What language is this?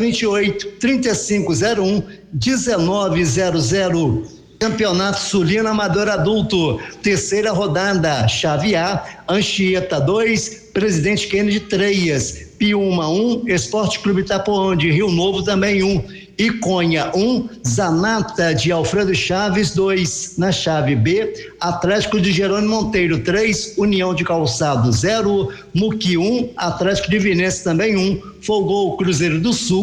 Portuguese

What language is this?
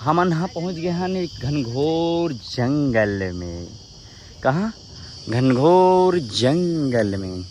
Chhattisgarhi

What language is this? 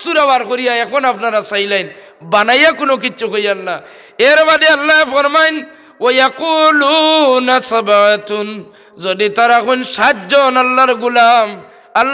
Sylheti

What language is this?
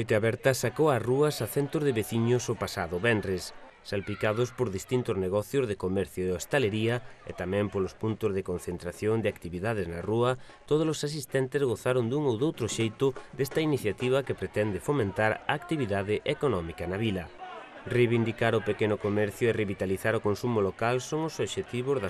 Galician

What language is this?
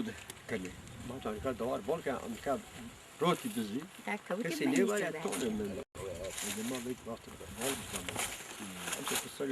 Zaza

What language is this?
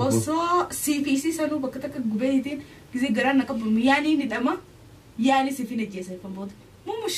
Oromo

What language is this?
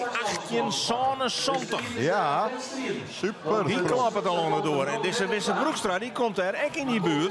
Western Frisian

